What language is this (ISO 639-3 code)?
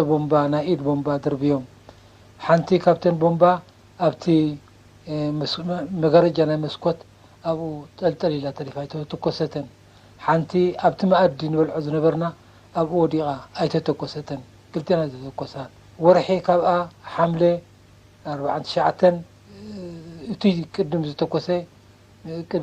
tir